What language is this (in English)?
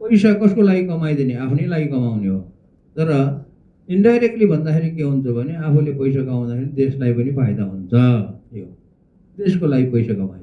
Nepali